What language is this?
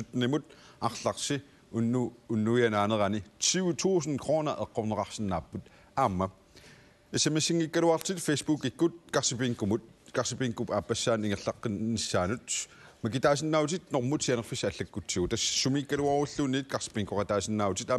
Kalaallisut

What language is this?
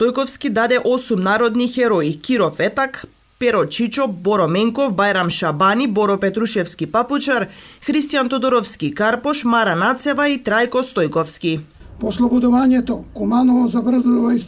Macedonian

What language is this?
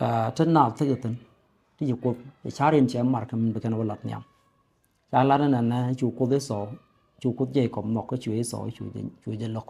Nuer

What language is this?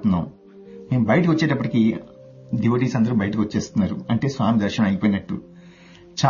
Telugu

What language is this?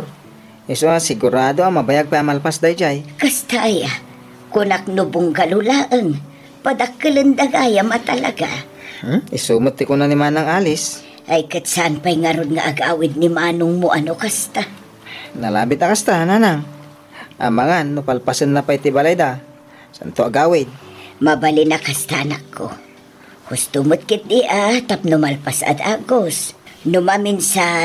Iloko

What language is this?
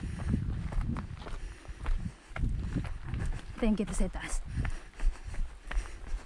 Filipino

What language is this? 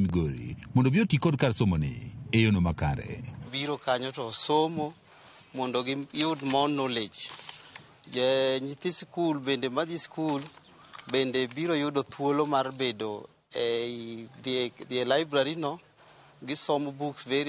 Luo (Kenya and Tanzania)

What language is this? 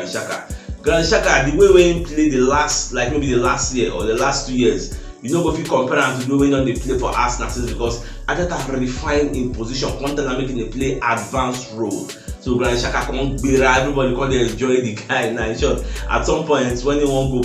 Nigerian Pidgin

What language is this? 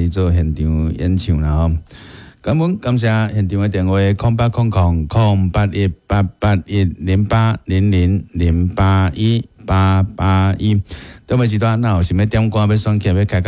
Min Nan Chinese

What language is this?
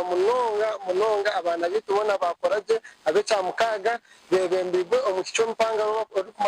Nyankole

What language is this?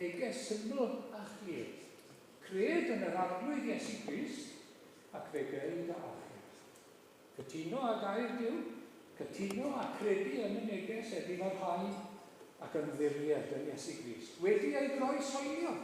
Welsh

